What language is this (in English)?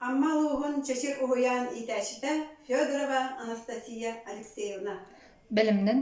Yakut